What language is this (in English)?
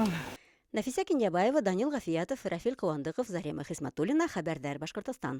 Bashkir